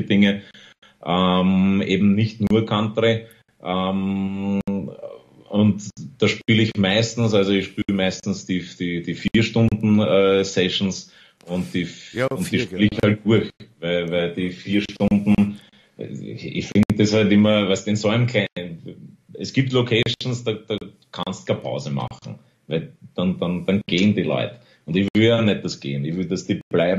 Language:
German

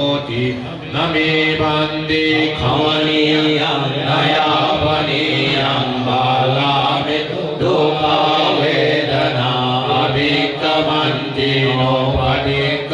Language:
Pali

